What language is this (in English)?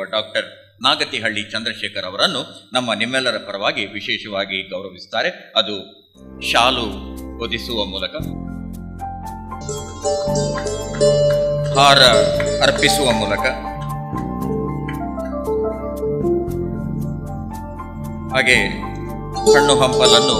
Kannada